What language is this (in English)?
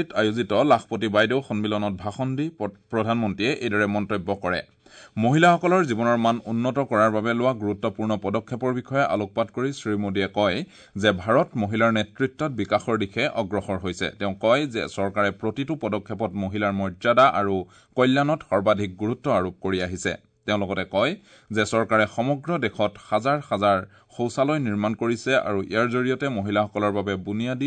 Assamese